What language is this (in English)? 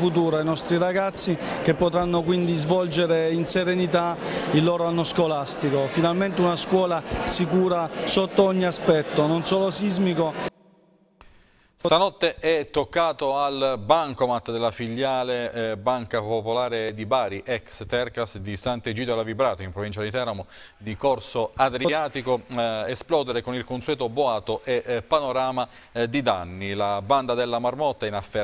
Italian